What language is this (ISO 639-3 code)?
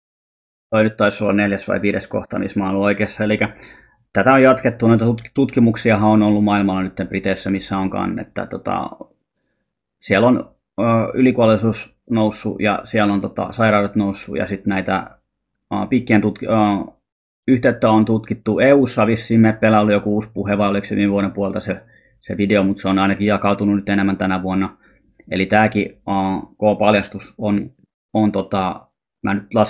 fin